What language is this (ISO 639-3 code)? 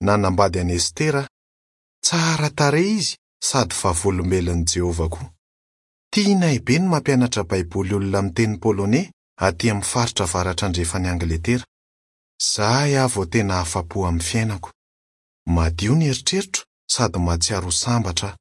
mlg